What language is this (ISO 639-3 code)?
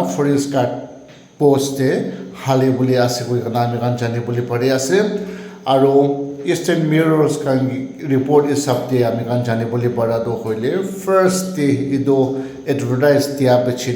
nag